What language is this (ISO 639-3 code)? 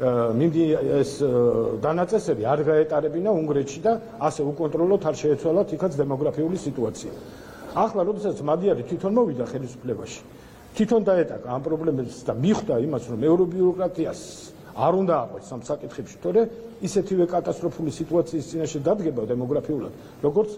kat